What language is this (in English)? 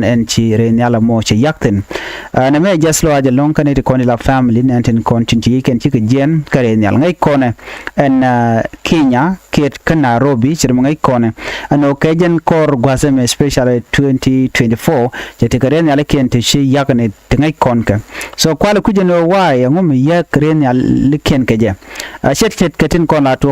Nuer